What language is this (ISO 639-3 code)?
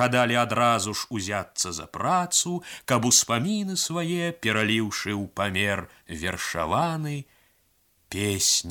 bel